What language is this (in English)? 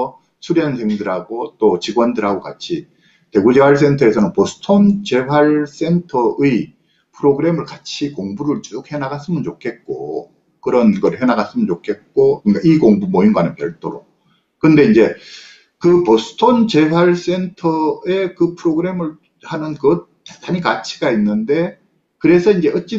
Korean